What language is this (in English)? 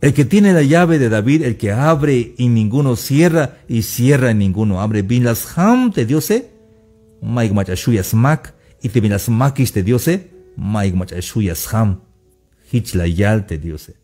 Tzeltal